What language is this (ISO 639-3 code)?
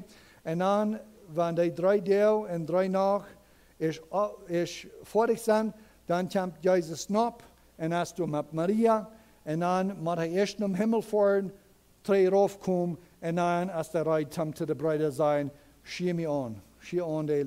pdt